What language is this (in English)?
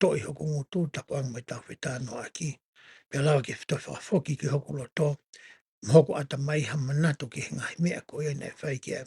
Tongan